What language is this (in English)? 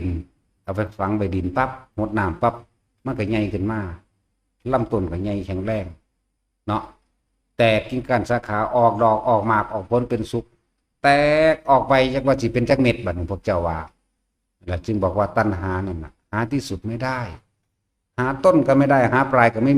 Northeastern Thai